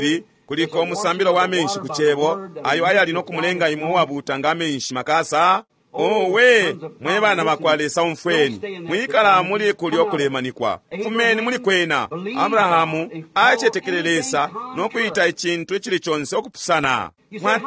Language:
Bemba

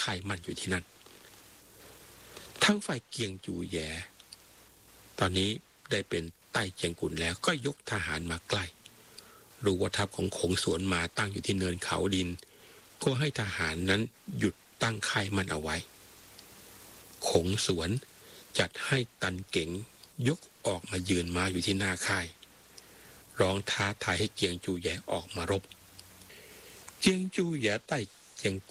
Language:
Thai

